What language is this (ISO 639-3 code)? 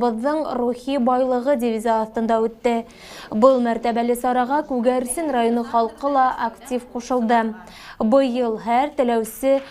bak